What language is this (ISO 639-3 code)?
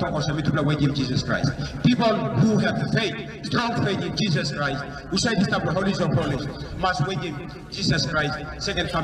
tpi